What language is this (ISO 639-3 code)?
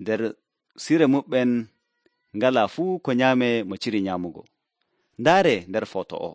fuv